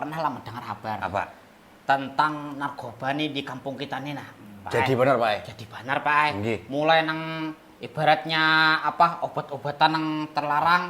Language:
Banjar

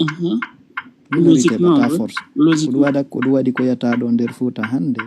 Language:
Fula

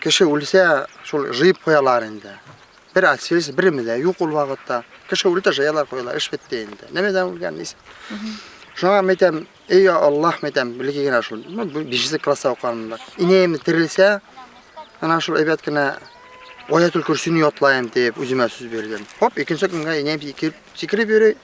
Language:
Bashkir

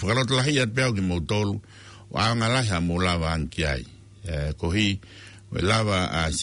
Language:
Tongan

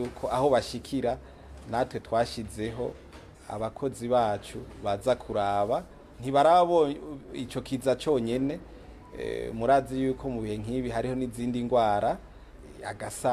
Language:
Rundi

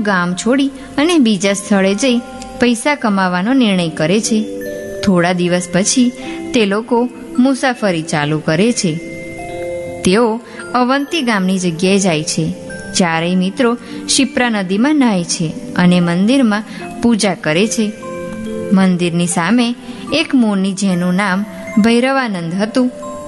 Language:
Gujarati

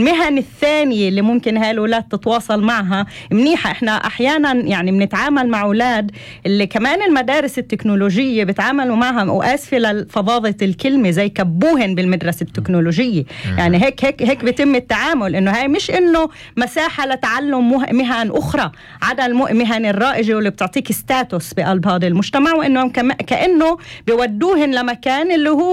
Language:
North Levantine Arabic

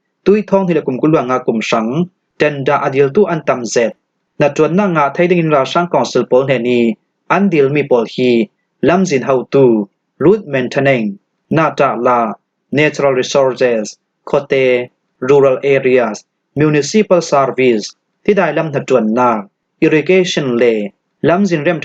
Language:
Falam Chin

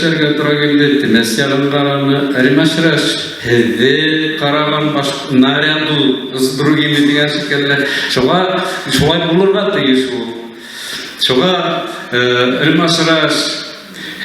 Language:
Bashkir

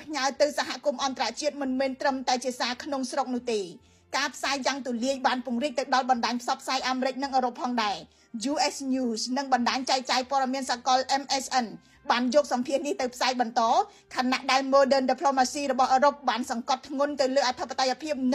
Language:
Khmer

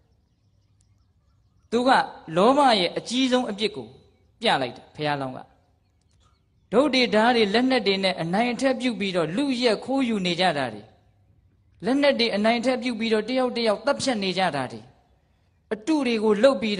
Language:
Burmese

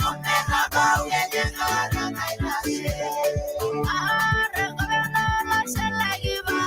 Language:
Masai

